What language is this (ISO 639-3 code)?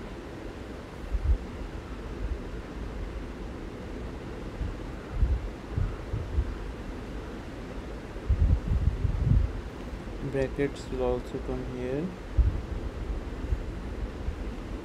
eng